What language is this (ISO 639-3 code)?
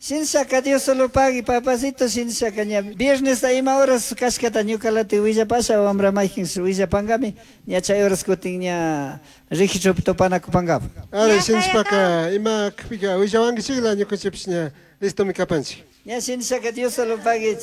qug